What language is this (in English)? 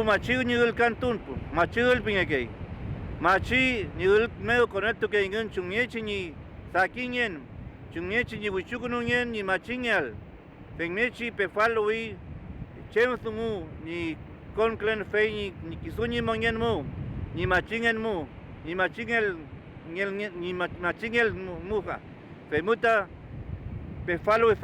Mapuche